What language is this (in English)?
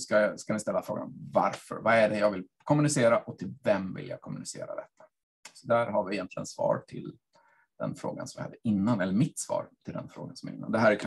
Swedish